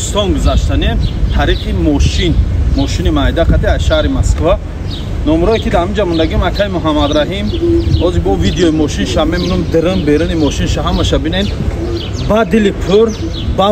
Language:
Tajik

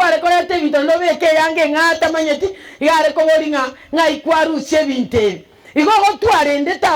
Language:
Gusii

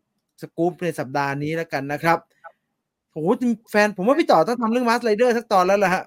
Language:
Thai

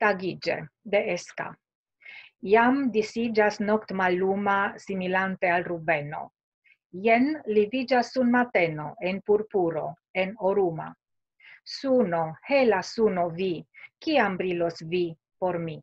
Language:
Esperanto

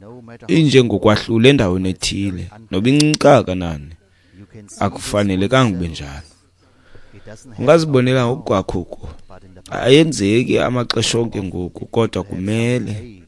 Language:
Xhosa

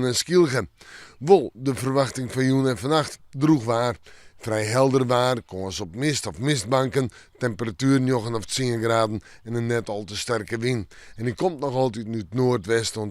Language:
Western Frisian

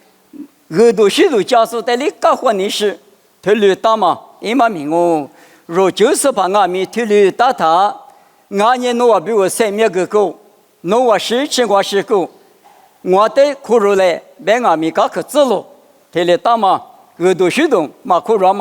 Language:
Lisu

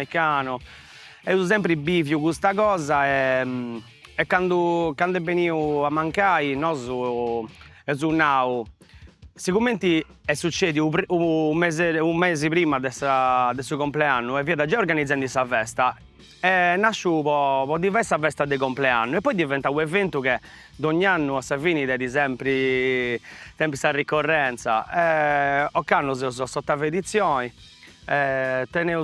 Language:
Sardinian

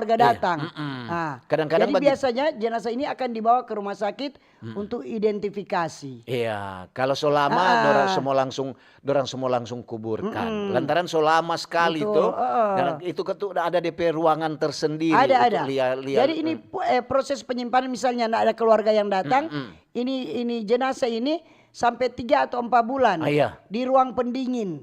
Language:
Manado Malay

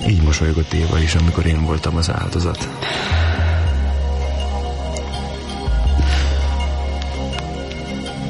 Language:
Hungarian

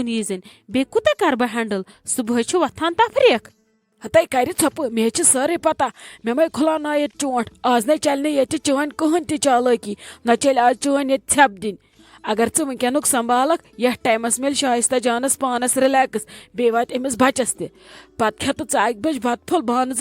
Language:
Kashmiri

